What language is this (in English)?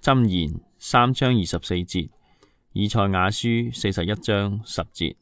Cantonese